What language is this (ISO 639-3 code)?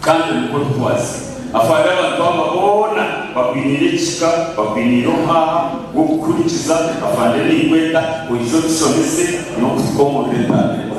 nyn